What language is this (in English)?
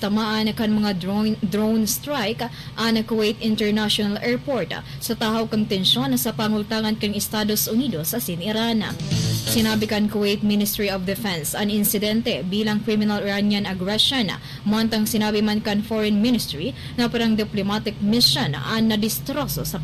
Bikol